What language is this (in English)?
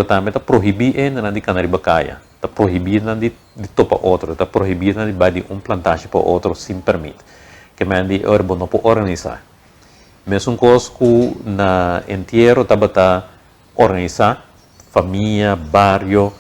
Papiamento